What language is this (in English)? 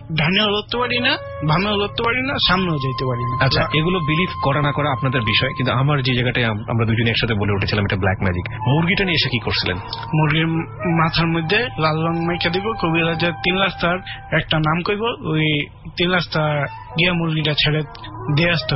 Bangla